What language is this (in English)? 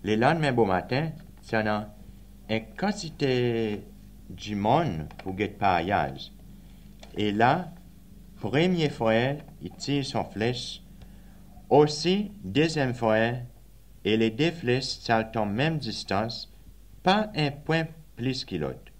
Seselwa Creole French